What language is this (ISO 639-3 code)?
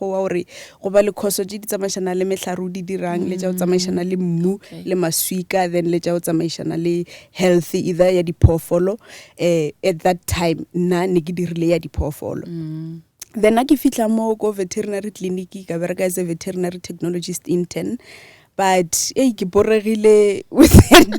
nso